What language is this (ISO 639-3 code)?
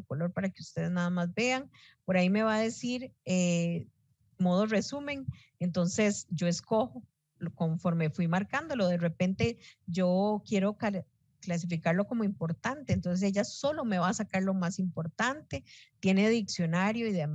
spa